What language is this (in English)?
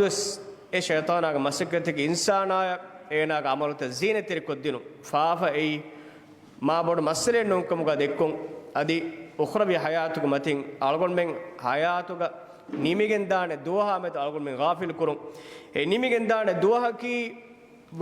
Divehi